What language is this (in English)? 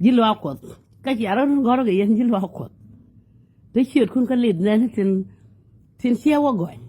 Nuer